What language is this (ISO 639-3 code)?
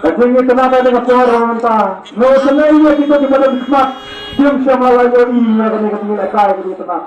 kha